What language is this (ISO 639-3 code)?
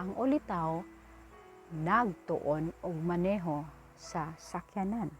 ceb